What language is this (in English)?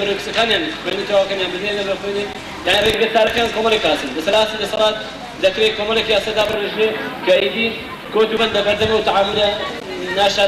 Central Kurdish